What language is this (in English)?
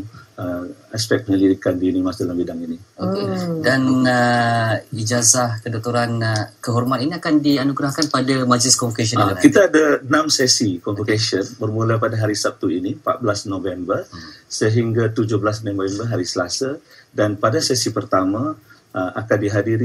Malay